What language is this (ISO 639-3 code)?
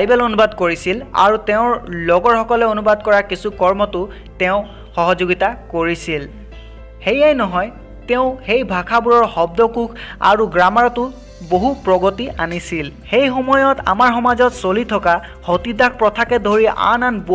asm